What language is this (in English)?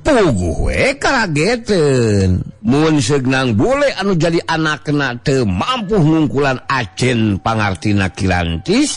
Sundanese